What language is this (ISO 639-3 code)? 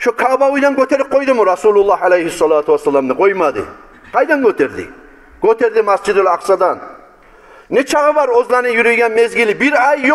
kum